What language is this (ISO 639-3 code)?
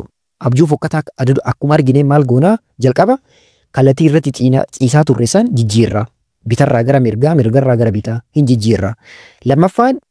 orm